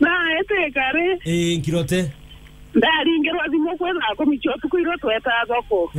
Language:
Meru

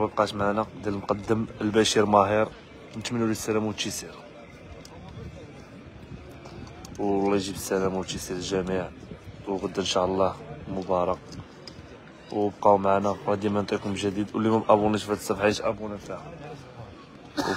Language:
Moroccan Arabic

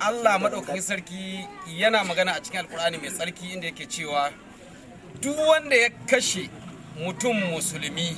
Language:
Hausa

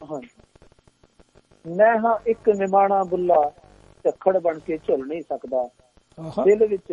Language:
Punjabi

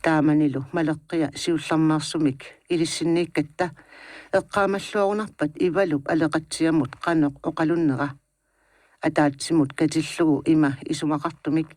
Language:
Kalaallisut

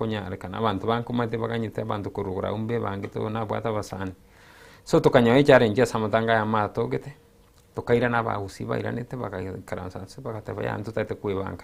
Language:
Gusii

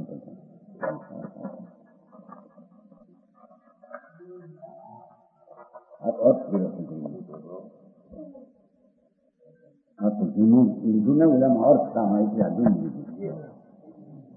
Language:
Gujarati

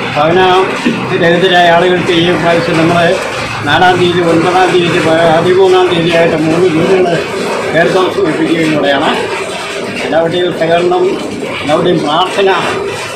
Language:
Malayalam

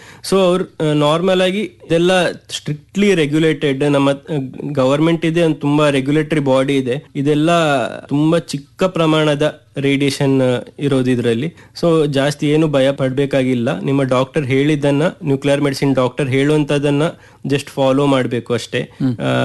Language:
Kannada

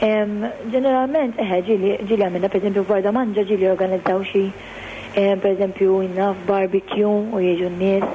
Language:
Maltese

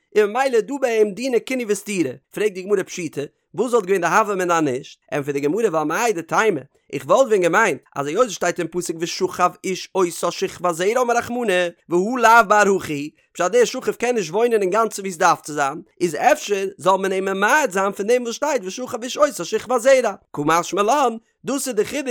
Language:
Yiddish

